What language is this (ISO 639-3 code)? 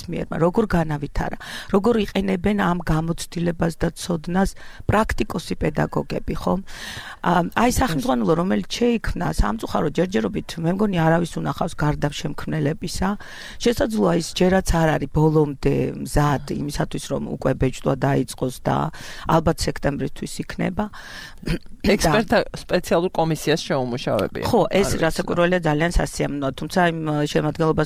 kat